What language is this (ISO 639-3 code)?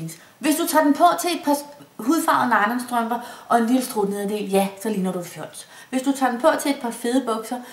dan